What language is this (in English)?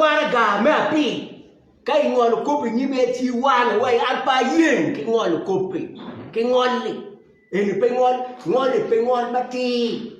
Acoli